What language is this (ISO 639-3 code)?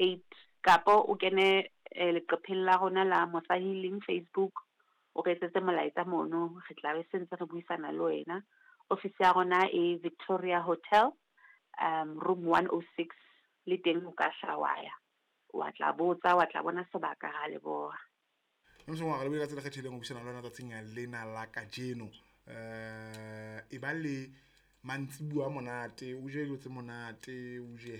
sot